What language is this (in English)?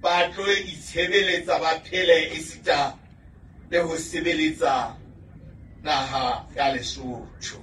Southern Sotho